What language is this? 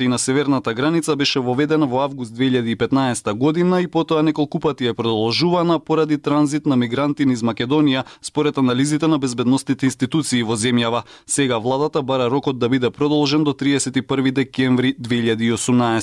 Macedonian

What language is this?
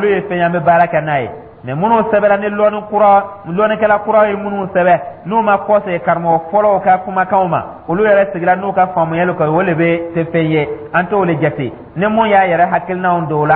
Dyula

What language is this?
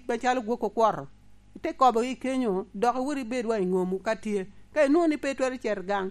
Lango (Uganda)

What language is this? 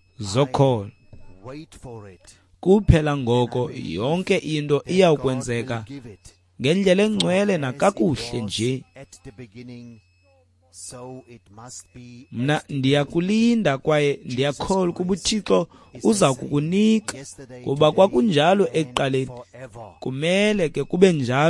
Xhosa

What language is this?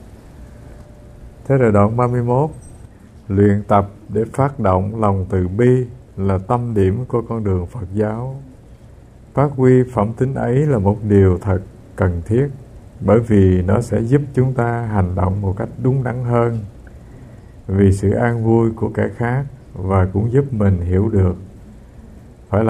Vietnamese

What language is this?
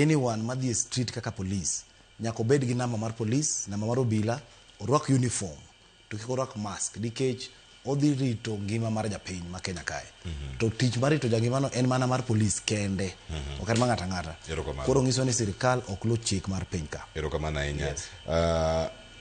Luo (Kenya and Tanzania)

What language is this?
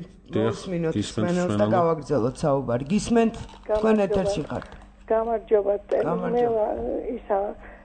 Georgian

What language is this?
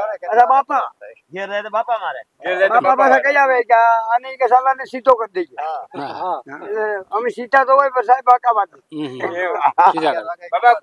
Gujarati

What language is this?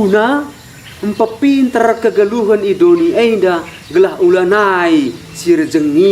Batak Karo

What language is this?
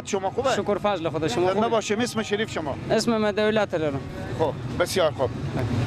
Persian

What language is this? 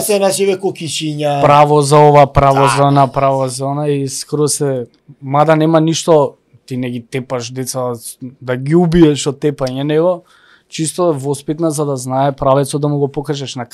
Macedonian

